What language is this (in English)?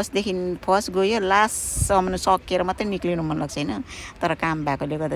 Nepali